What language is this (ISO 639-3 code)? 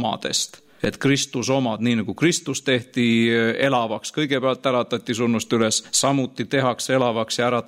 est